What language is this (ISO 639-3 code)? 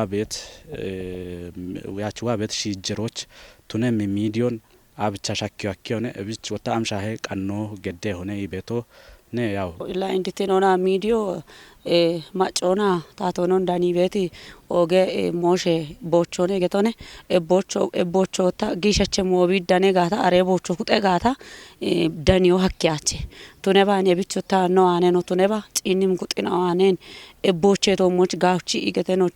kbr